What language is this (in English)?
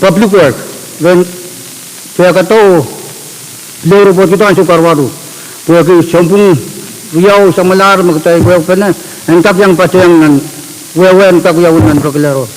Pohnpeian